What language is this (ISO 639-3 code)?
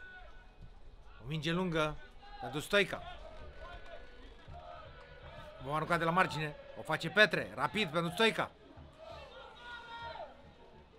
ron